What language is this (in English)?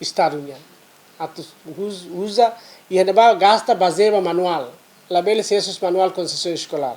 Tetum